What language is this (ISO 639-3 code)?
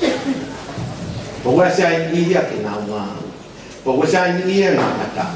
ton